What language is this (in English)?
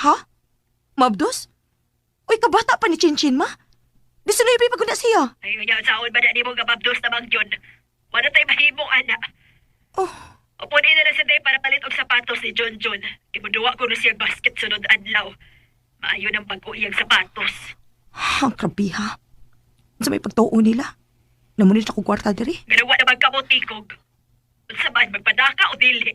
Cebuano